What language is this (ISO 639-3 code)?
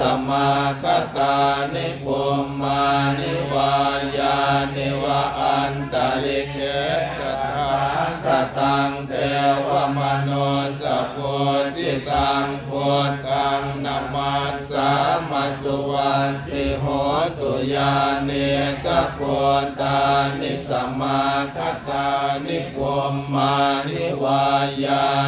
pli